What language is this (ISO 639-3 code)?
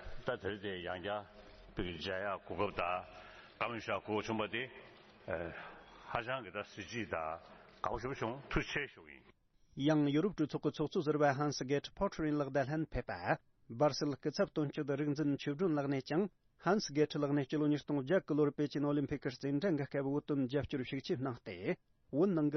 bod